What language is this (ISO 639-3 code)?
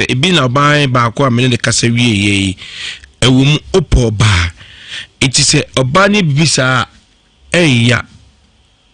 aka